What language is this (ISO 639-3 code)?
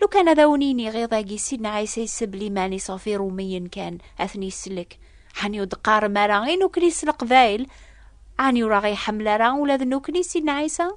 kab